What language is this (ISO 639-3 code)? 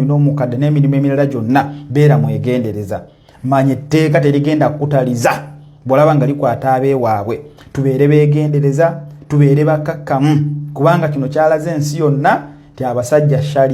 lug